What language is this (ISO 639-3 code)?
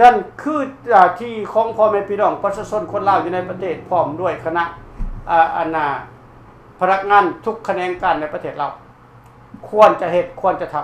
lao